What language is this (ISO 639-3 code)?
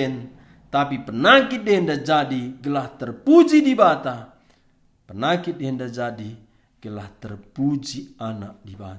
btx